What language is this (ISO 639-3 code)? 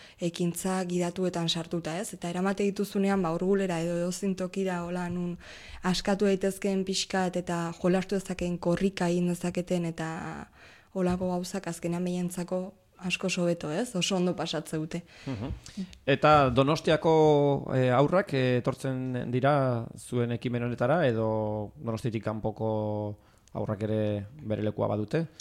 eus